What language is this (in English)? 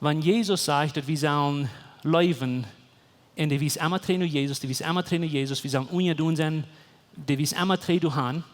Plautdietsch